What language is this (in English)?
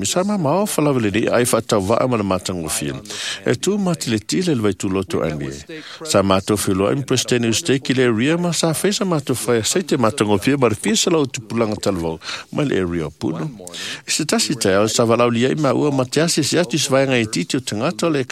Samoan